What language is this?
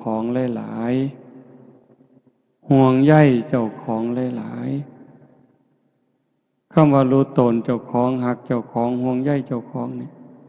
Northeastern Thai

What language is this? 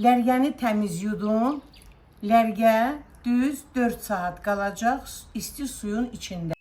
Azerbaijani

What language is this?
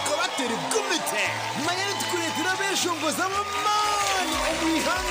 Nyankole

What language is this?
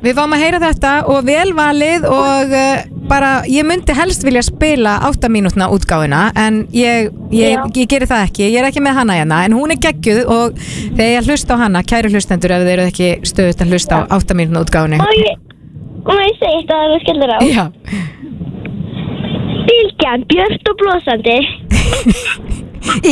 Icelandic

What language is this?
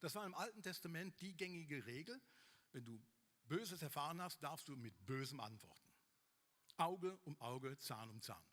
Swiss German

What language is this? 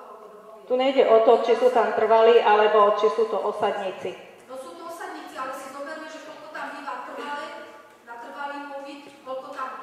Slovak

